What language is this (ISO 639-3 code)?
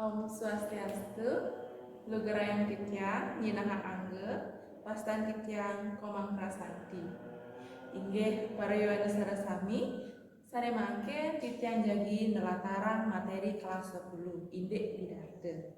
ban